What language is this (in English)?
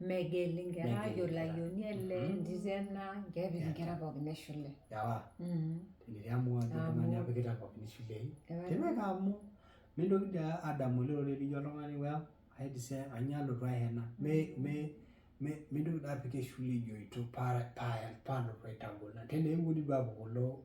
Masai